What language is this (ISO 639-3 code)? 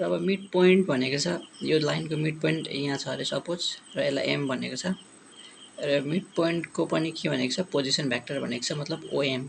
nep